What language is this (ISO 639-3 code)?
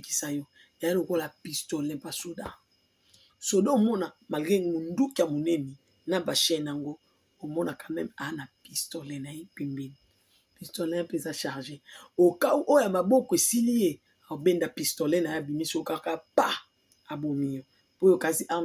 lin